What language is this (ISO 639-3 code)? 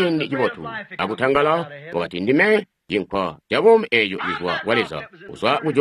toi